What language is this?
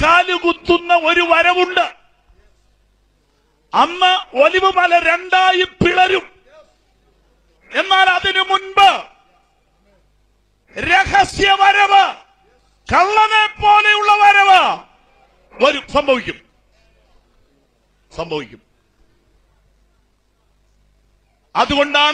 Malayalam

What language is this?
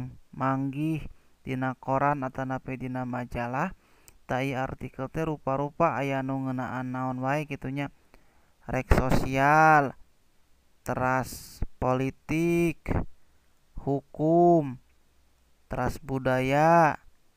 Sundanese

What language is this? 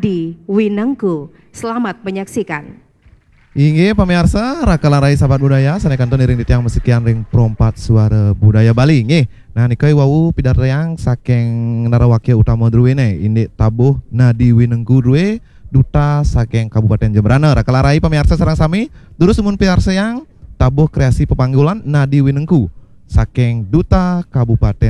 Balinese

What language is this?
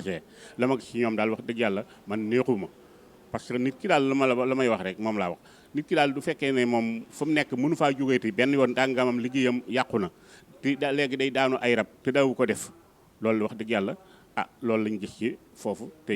Wolof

